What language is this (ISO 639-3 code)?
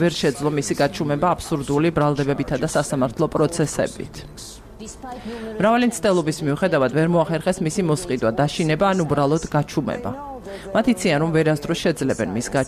kat